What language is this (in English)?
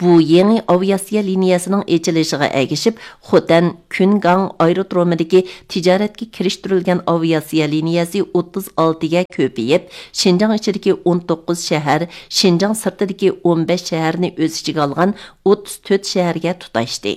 Uyghur